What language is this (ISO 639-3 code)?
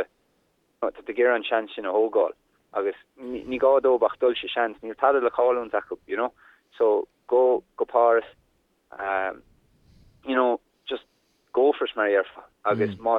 gle